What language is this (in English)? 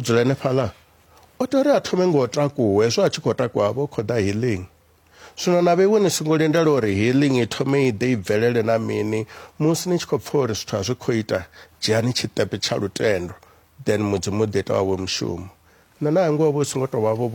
Venda